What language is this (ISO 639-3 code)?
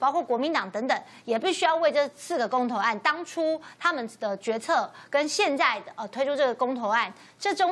zho